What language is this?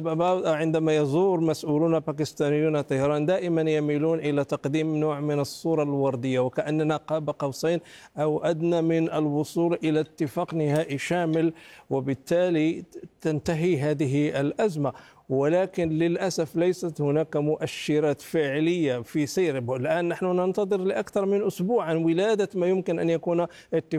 Arabic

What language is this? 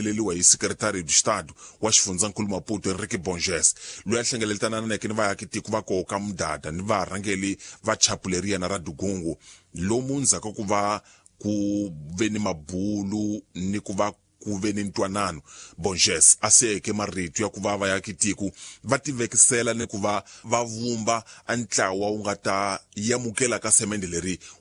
Tsonga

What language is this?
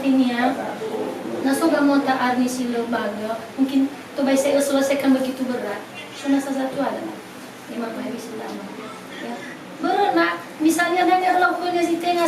Nias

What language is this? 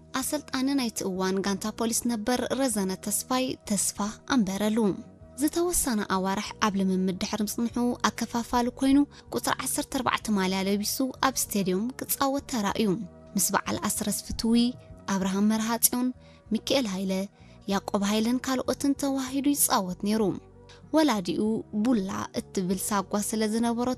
Tigrinya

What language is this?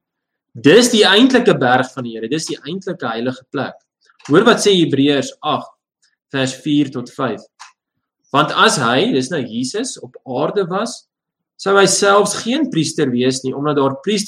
Afrikaans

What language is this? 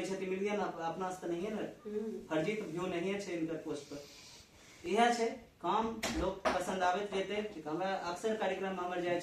Angika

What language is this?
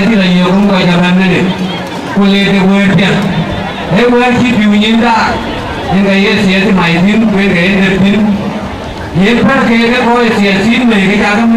Dinka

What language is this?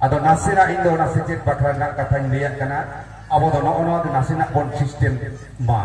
Santali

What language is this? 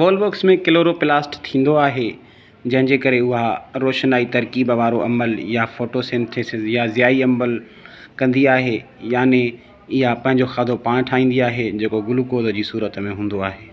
Sindhi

